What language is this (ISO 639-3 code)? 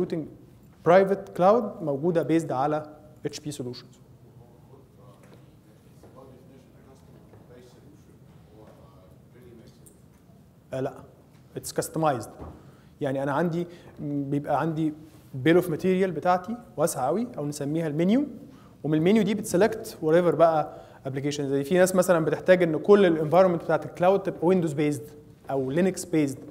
arz